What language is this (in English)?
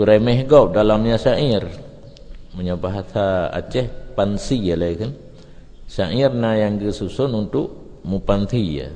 Achinese